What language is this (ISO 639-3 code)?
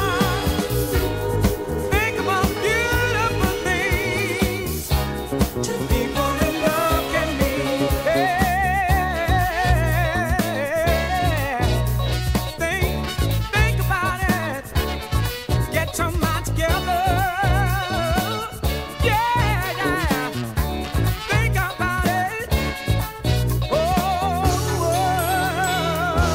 eng